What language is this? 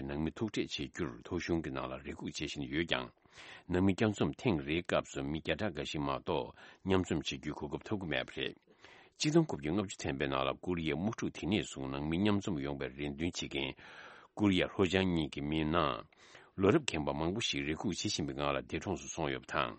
Tibetan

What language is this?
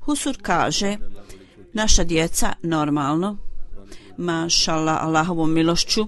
Bosnian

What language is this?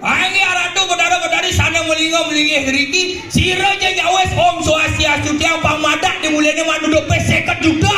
Balinese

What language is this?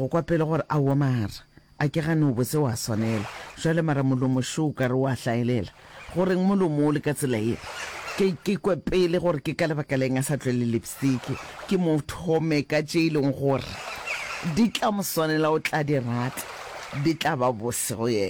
Northern Sotho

